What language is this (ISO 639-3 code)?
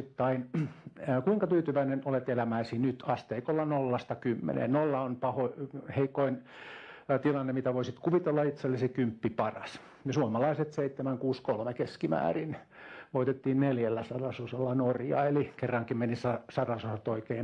fin